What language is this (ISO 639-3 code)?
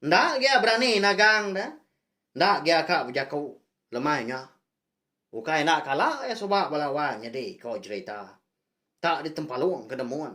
iba